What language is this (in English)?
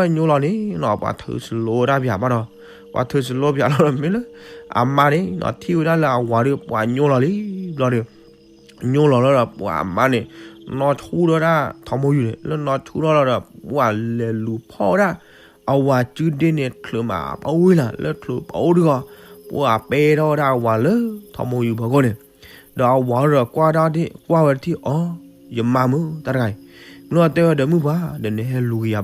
S'gaw Karen